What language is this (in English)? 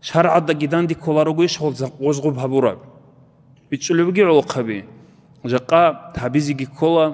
Avaric